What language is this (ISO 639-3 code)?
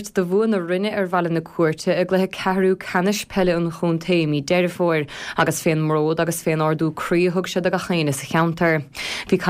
gle